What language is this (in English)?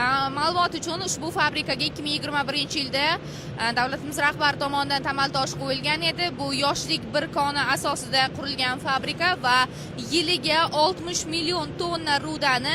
Uzbek